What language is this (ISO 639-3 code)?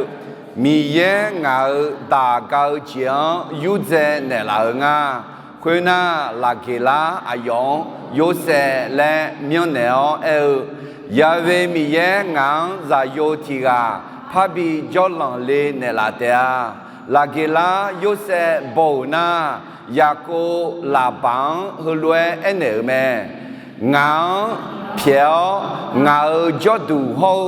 ahk